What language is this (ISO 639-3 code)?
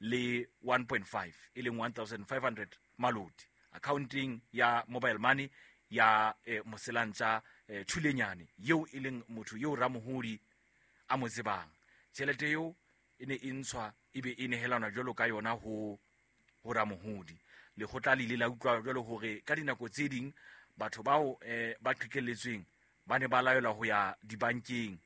sot